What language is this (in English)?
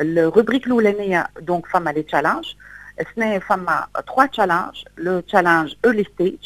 Tunisian Arabic